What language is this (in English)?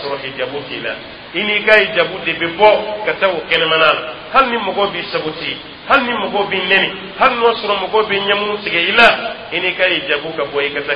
Dyula